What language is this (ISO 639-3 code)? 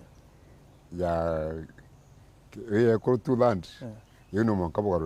mer